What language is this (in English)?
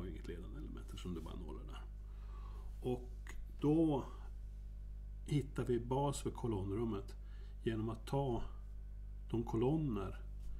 Swedish